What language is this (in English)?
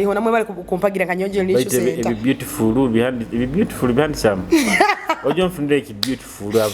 Nyoro